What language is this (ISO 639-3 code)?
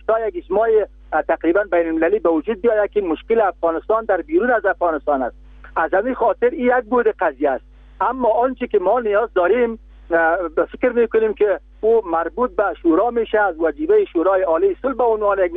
fas